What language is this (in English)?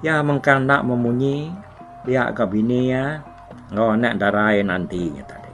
Iban